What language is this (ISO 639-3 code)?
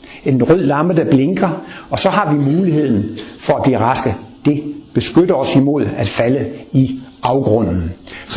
dan